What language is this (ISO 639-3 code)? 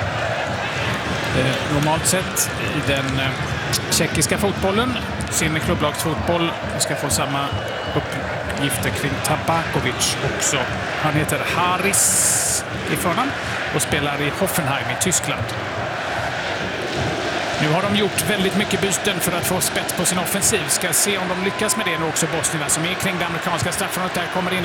swe